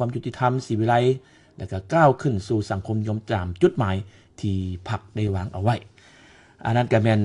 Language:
Lao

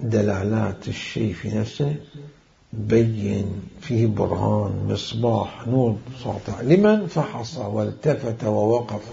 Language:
Mesopotamian Arabic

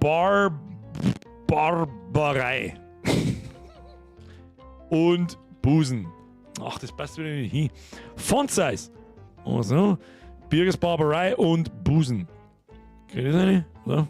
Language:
Bavarian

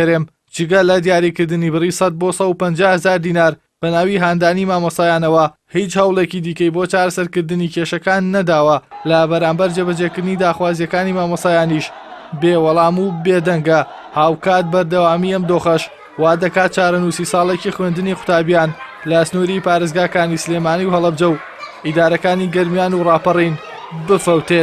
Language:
Central Kurdish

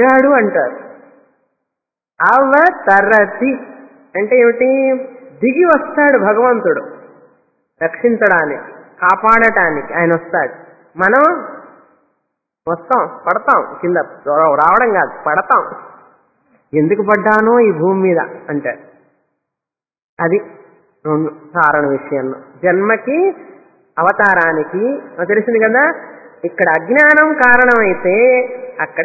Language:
Telugu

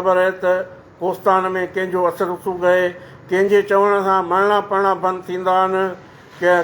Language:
Sindhi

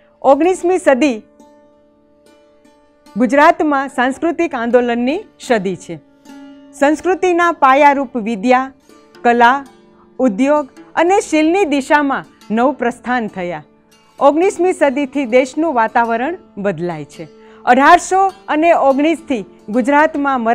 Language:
Gujarati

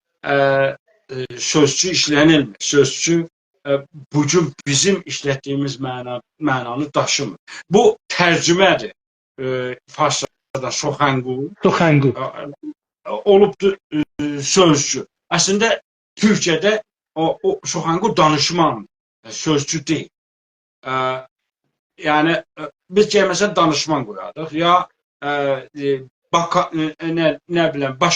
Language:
South Azerbaijani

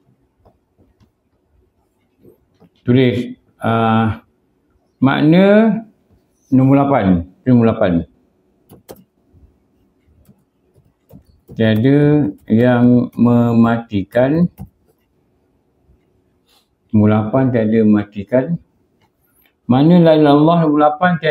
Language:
Malay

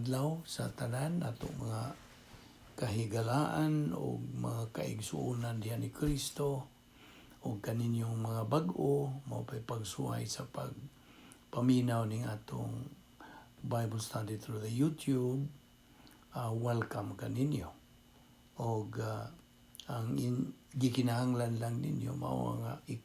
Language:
Cebuano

